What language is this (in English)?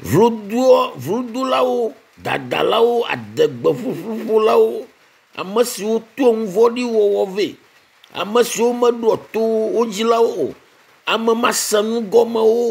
Ewe